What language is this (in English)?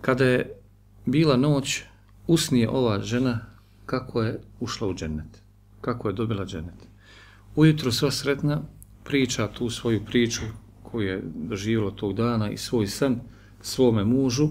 Bosnian